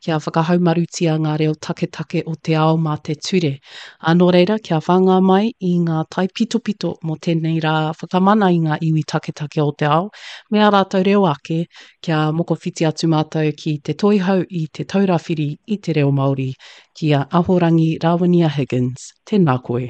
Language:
Māori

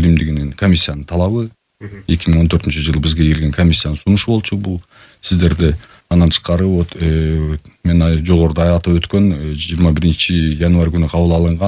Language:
Kyrgyz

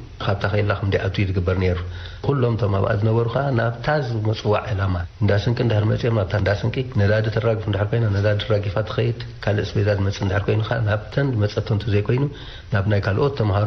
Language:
Tigrinya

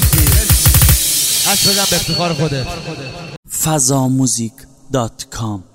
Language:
Persian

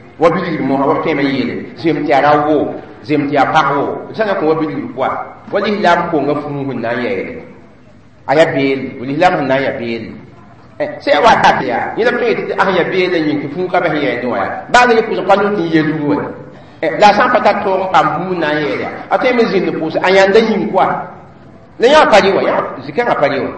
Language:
Mossi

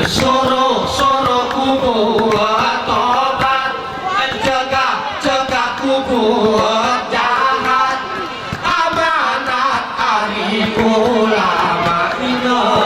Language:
Gayo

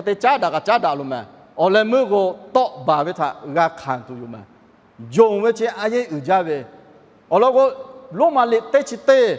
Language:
Lahu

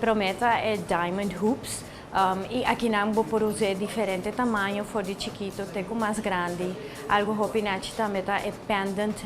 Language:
Papiamento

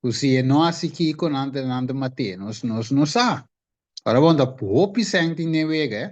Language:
Papiamento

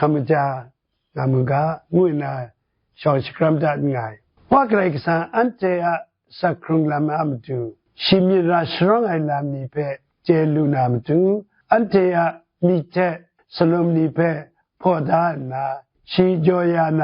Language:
Kachin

